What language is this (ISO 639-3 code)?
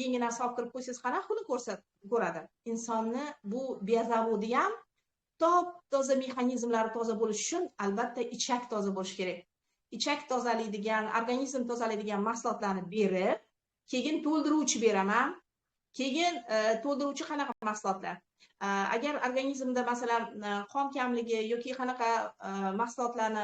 uzb